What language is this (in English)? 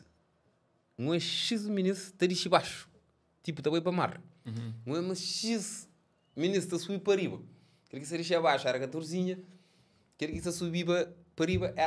Kabuverdianu